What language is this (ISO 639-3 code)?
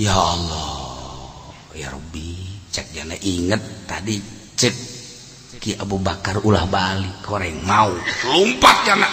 sun